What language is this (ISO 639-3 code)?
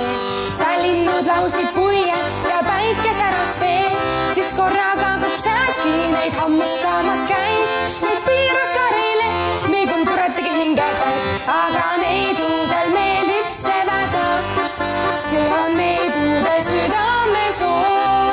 est